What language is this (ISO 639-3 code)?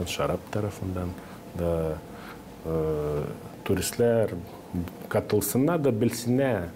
gag